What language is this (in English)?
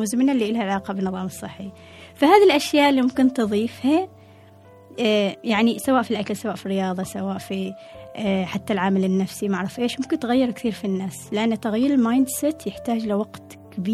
Gulf Arabic